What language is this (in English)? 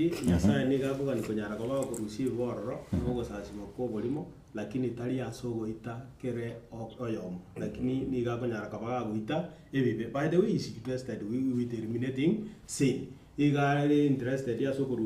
Gusii